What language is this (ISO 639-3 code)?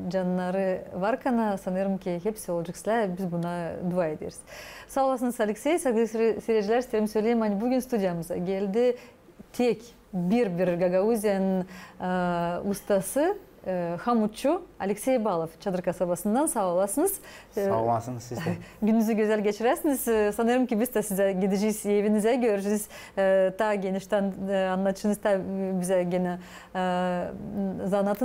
gag